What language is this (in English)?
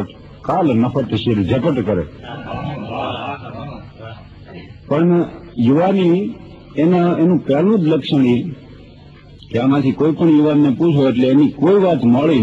Gujarati